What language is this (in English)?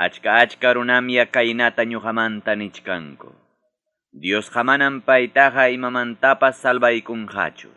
Ayacucho Quechua